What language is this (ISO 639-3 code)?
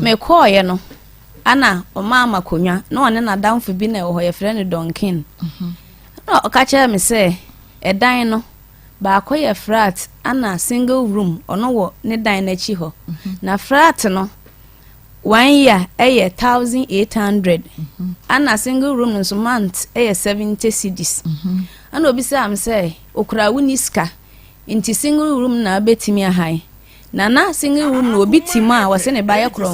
aka